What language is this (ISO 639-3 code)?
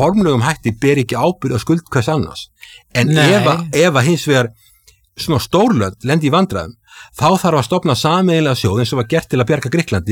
isl